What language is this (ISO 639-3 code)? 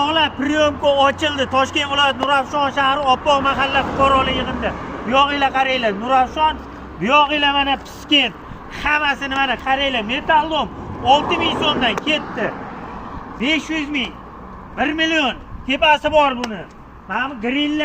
uzb